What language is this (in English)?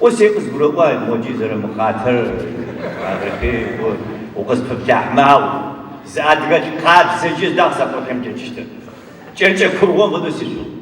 Adyghe